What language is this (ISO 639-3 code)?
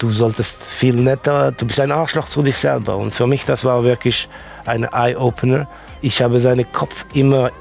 gsw